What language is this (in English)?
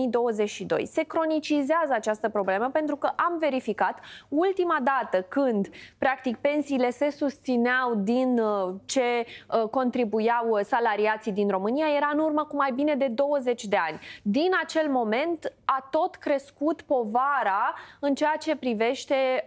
Romanian